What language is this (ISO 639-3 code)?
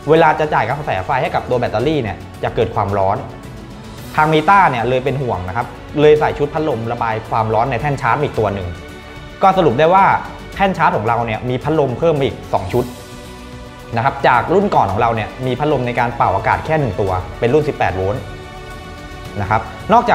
tha